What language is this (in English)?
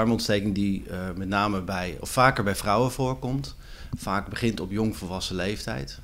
Dutch